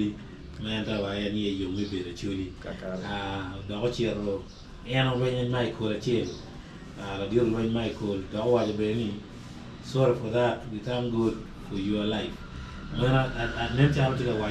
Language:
Acoli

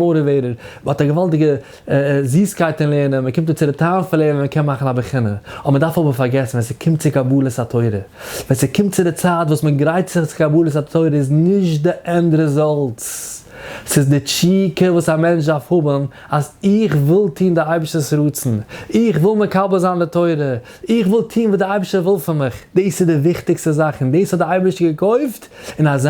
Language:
Yiddish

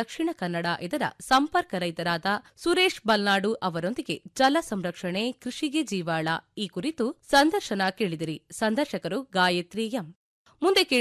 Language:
Kannada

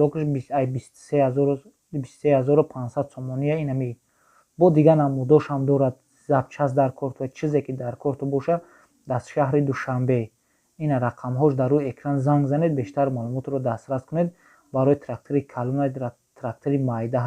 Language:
Tajik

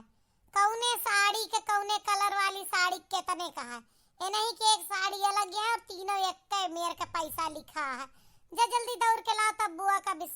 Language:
Awadhi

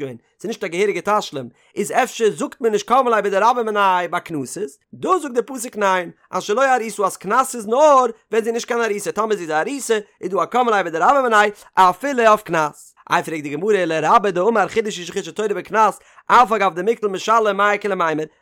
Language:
Yiddish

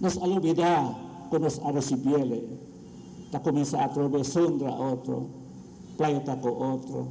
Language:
Papiamento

